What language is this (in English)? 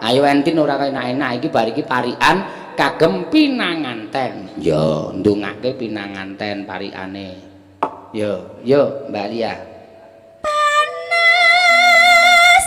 Javanese